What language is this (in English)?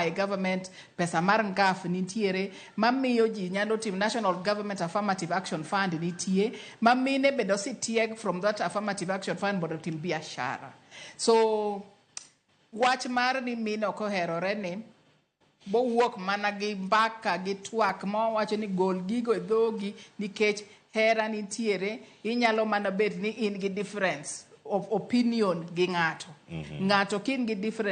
Luo (Kenya and Tanzania)